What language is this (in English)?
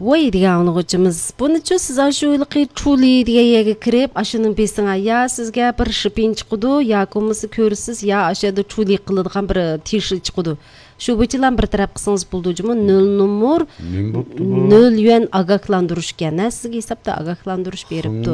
Uyghur